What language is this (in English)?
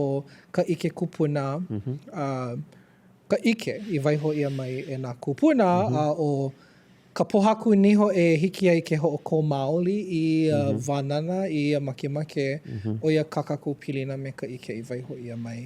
Hawaiian